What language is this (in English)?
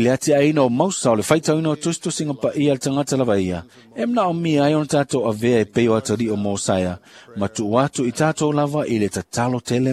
Samoan